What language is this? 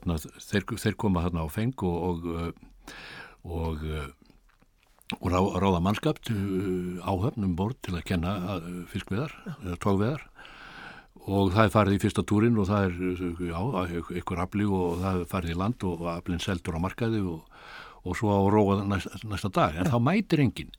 Icelandic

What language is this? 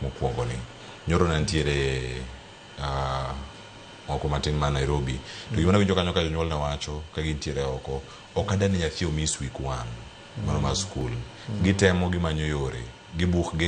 Luo (Kenya and Tanzania)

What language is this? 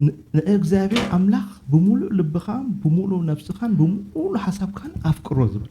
Tigrinya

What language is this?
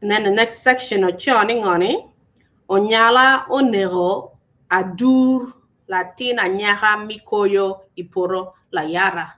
Acoli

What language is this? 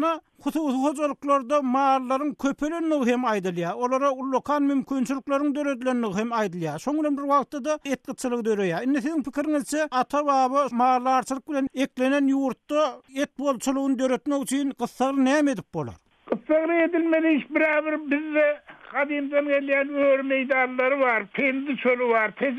Turkmen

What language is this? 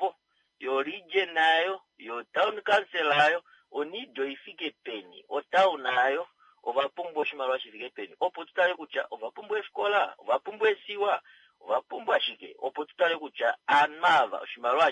Kuanyama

